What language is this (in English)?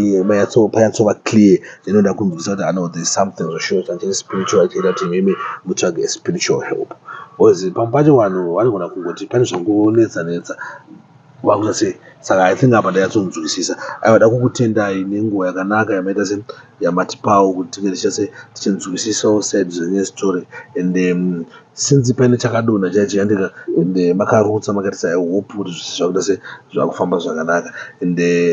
Shona